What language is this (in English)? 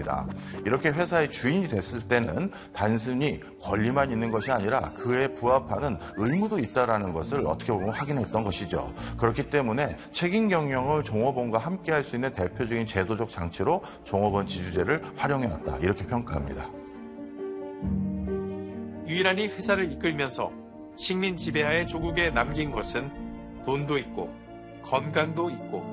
Korean